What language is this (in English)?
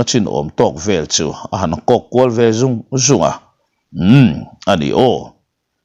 Mizo